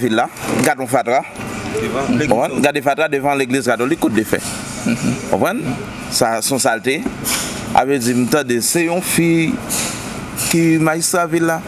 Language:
Haitian Creole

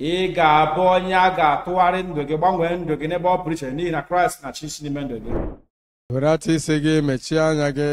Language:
Igbo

